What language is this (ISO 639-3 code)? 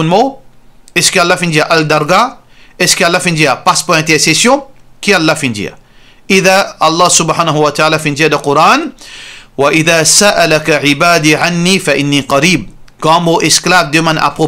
mfe